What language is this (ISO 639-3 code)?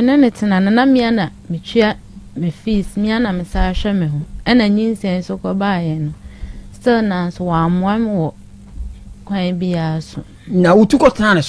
aka